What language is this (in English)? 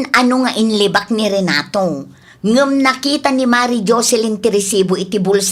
Iloko